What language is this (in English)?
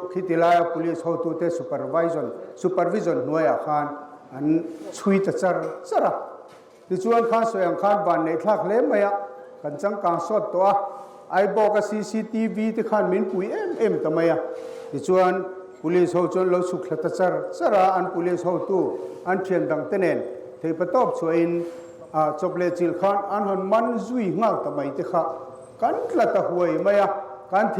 Mizo